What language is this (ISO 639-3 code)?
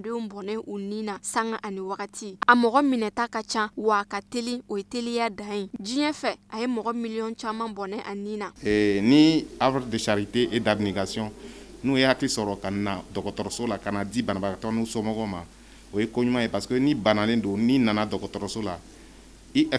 bam